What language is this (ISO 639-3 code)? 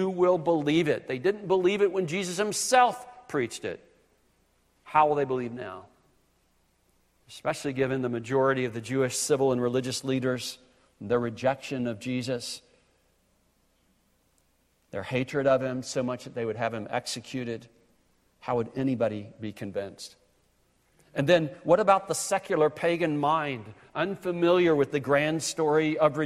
eng